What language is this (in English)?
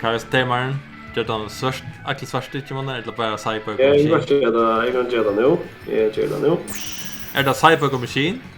Faroese